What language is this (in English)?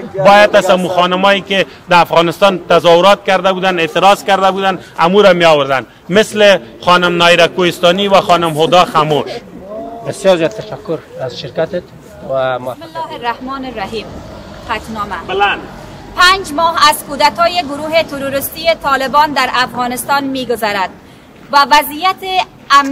Persian